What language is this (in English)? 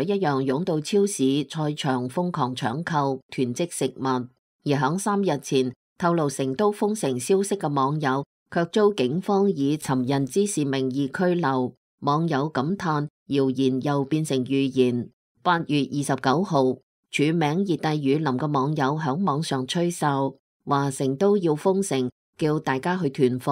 Cantonese